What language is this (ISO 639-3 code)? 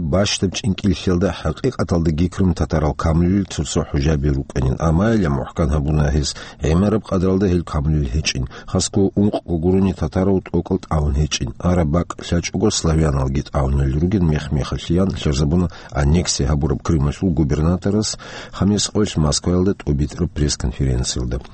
ava